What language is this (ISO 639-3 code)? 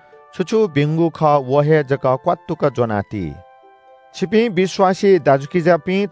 new